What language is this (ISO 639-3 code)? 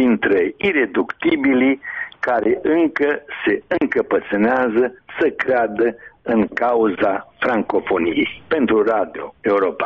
ron